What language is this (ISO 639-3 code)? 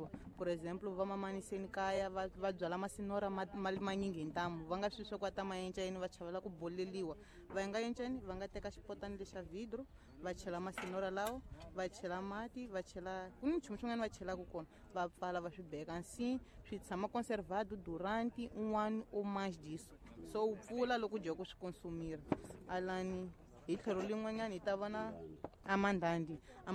tso